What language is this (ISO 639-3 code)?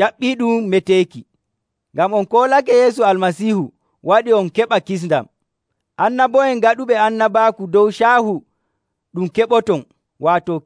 fuv